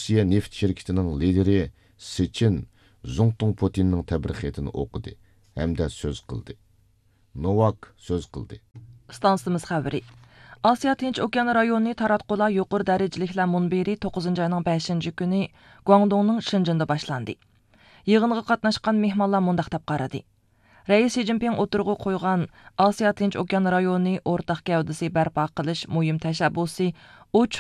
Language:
Uyghur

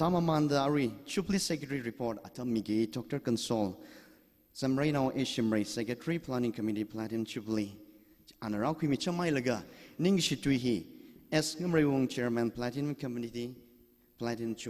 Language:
Tangkhul Naga (India)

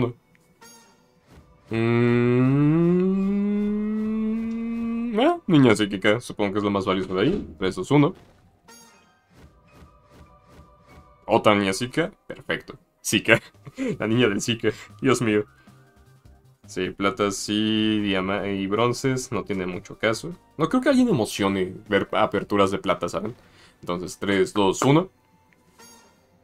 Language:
Spanish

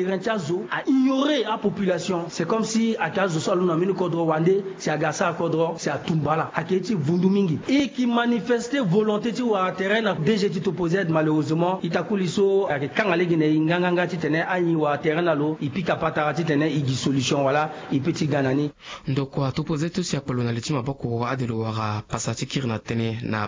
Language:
Sango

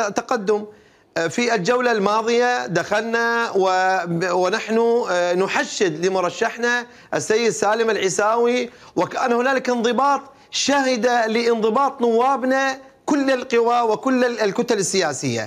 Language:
Mesopotamian Arabic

